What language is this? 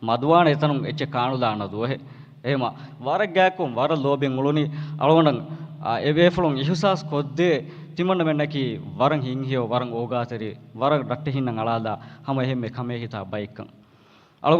Divehi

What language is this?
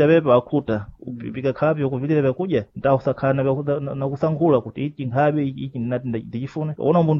Sena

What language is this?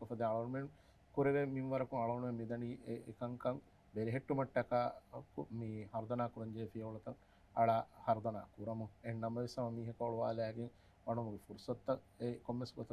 Divehi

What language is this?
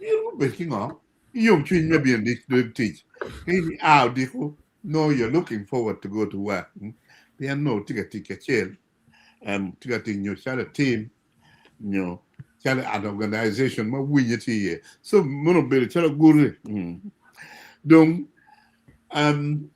Acoli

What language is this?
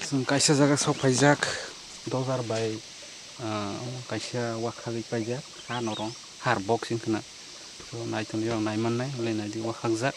Kok Borok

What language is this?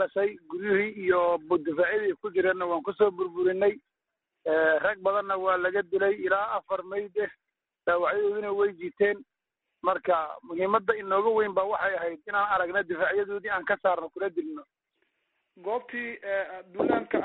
Somali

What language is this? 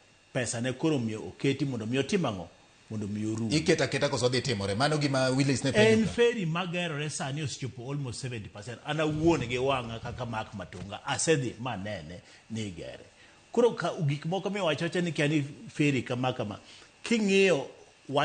Luo (Kenya and Tanzania)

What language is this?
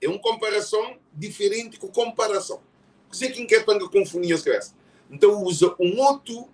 Kabuverdianu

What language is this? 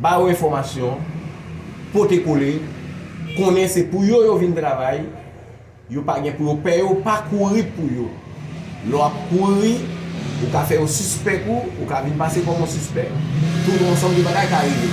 Haitian Creole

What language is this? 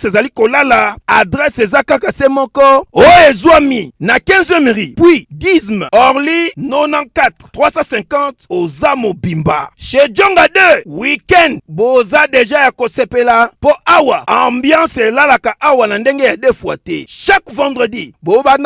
Lingala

